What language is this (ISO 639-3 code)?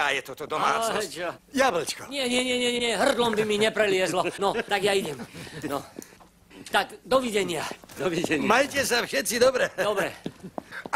slk